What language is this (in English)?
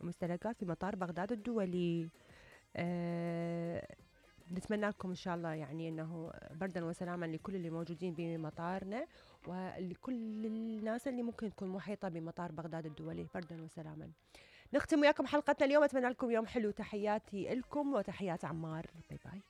Mesopotamian Arabic